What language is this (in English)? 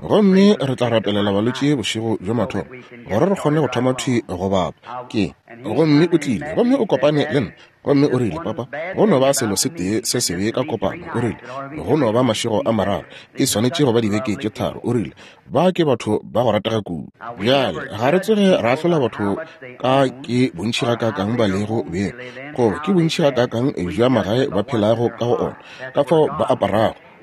Northern Sotho